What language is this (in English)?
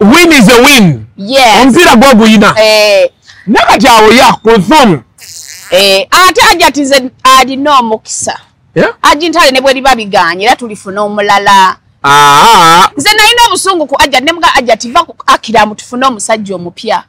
Ganda